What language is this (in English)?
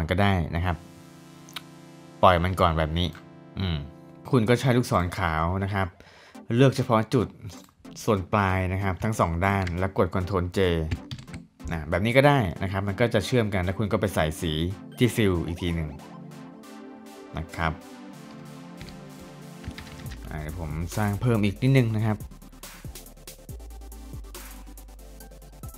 Thai